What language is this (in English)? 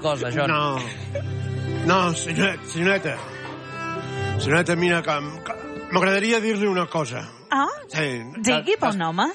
Catalan